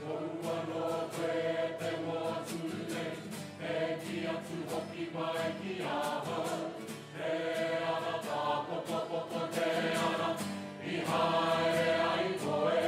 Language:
Māori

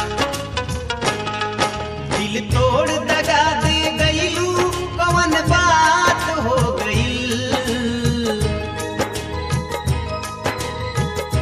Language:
Bhojpuri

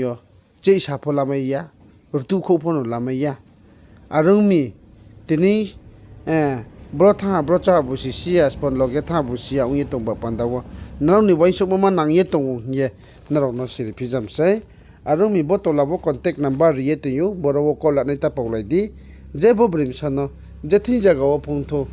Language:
Riang (India)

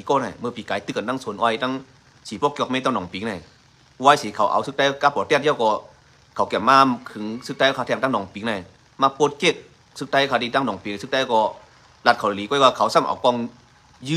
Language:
Shan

